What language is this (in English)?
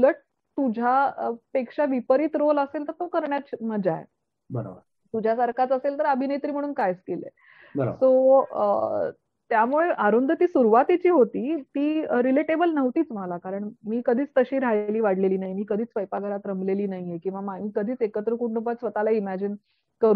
Marathi